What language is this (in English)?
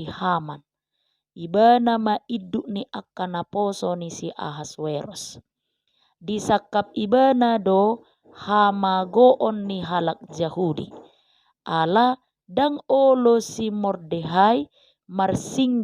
Batak Toba